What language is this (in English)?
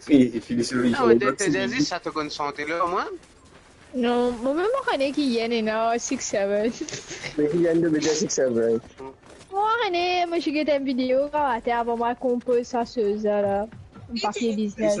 Morisyen